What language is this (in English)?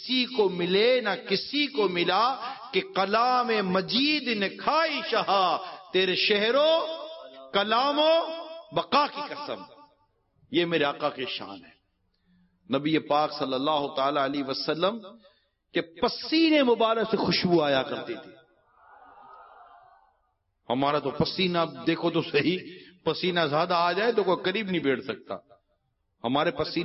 Urdu